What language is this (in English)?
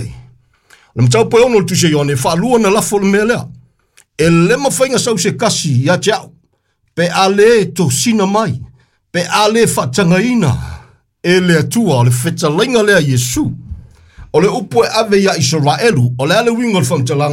Samoan